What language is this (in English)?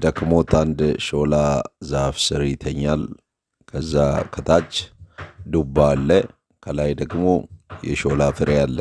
Amharic